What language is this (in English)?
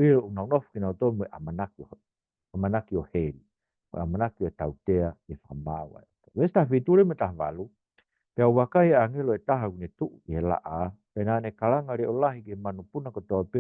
Tongan